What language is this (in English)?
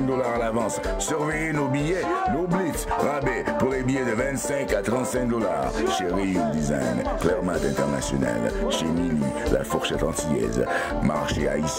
French